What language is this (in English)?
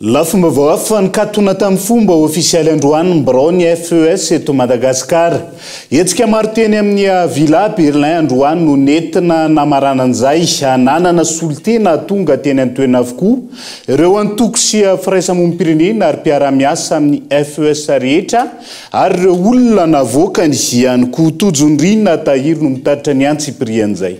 Malagasy